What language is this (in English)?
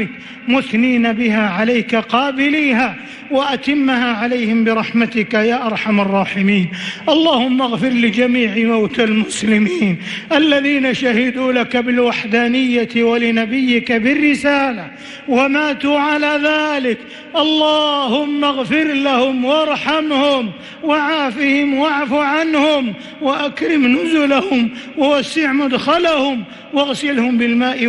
Arabic